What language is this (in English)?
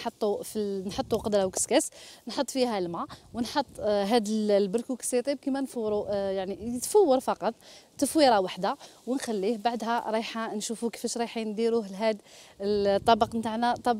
Algerian Arabic